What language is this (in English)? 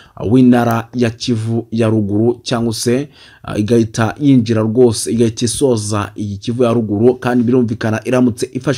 Kinyarwanda